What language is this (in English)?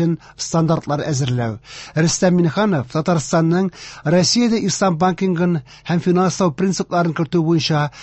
Tatar